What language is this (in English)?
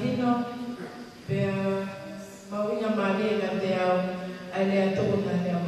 Tongan